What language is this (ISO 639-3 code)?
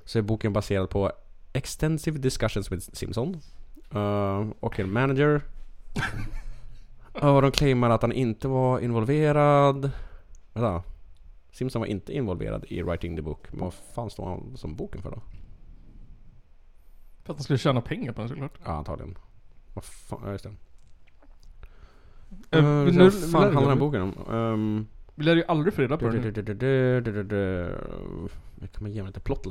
swe